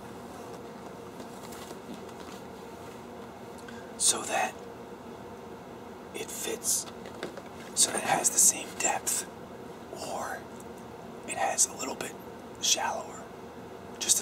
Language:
English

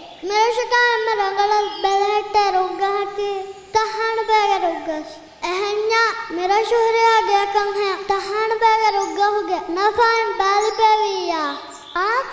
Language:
Divehi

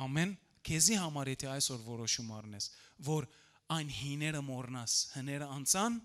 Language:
Western Armenian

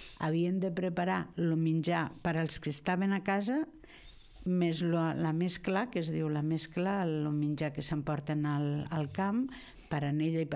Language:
Catalan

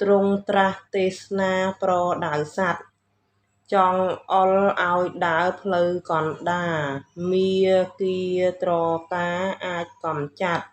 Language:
Khmer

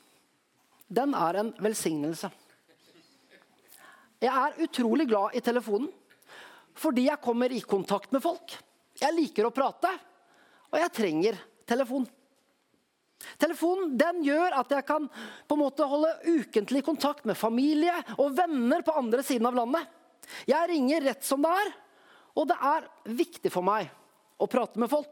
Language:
Norwegian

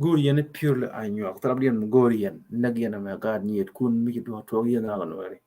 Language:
Nuer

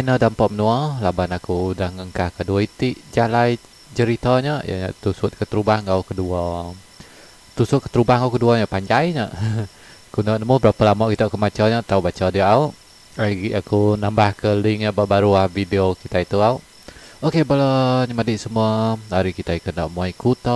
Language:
Iban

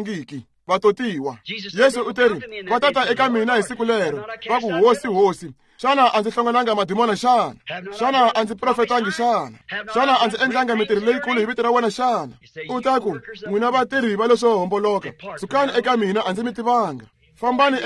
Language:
Tsonga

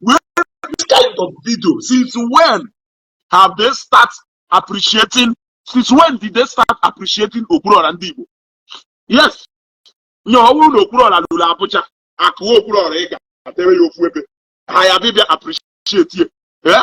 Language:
Igbo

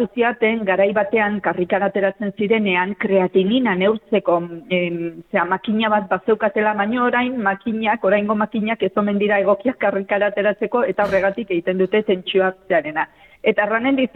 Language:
Basque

